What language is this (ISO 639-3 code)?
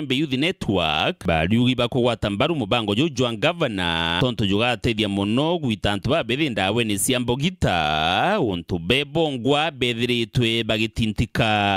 mer